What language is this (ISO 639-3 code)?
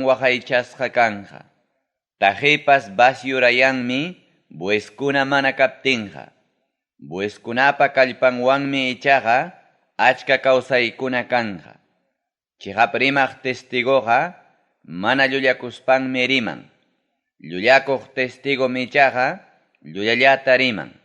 quy